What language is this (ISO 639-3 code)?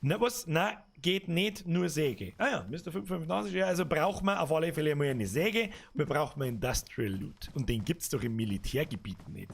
bar